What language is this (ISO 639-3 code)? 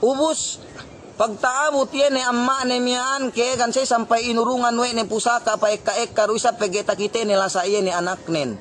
yka